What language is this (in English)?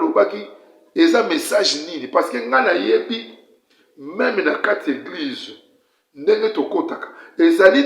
Lingala